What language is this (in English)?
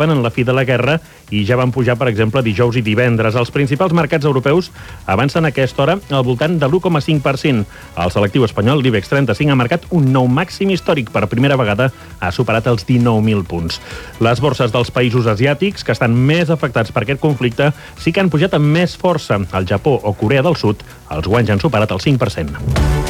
Catalan